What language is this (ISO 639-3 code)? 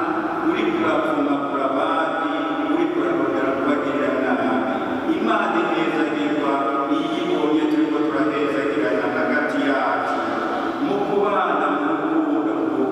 run